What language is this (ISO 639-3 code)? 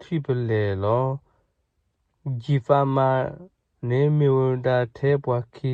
ksw